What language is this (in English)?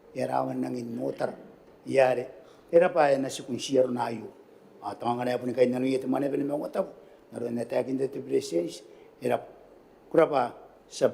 Gilbertese